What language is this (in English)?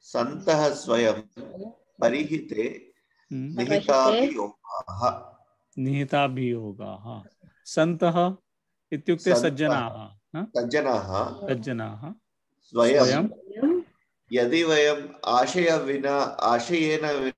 Sanskrit